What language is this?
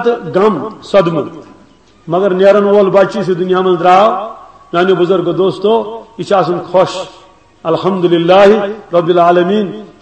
Kashmiri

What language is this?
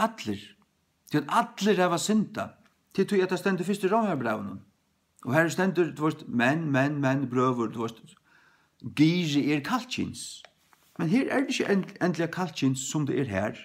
Faroese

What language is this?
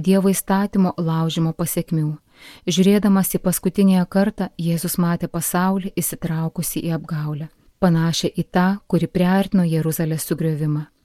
Lithuanian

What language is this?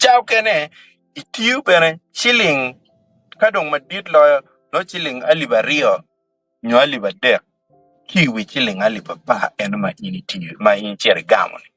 Acoli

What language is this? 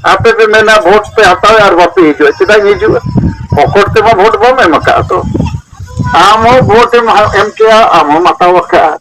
Santali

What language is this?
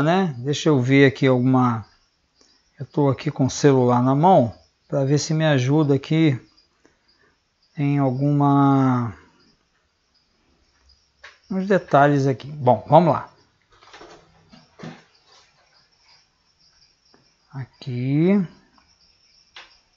Portuguese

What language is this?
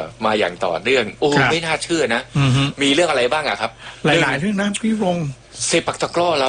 Thai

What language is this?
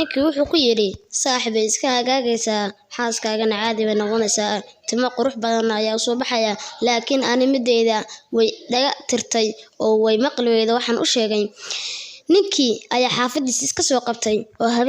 Somali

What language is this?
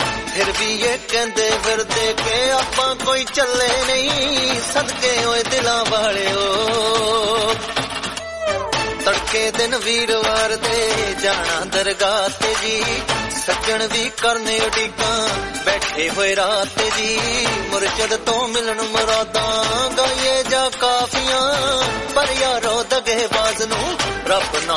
Punjabi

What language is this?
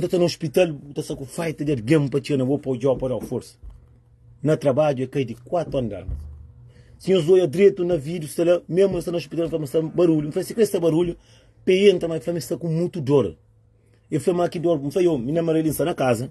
Kabuverdianu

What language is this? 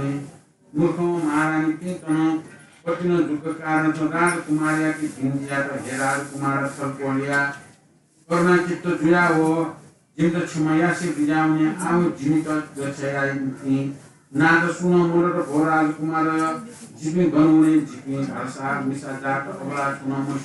Newari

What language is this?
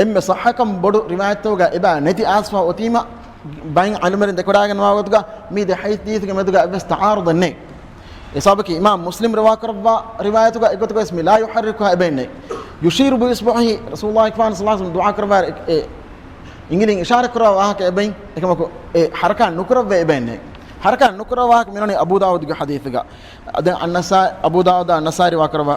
Divehi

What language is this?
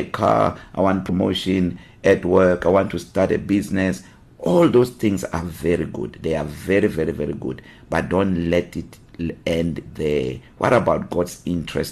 English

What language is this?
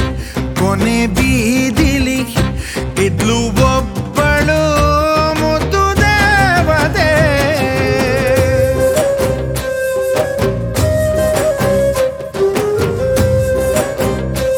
Kannada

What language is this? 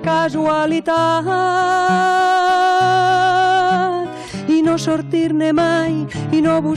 Catalan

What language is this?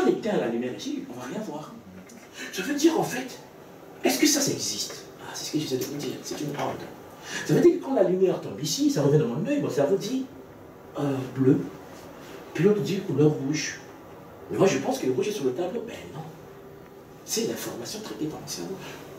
French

